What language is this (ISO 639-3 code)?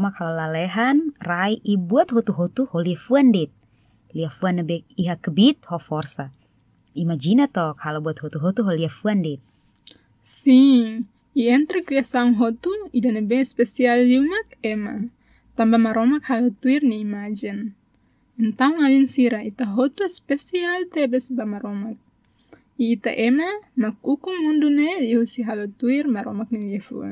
tet